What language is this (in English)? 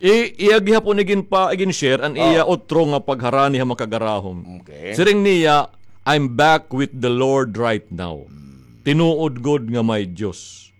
Waray